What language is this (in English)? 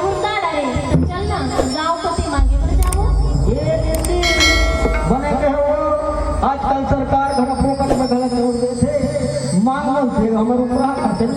Chhattisgarhi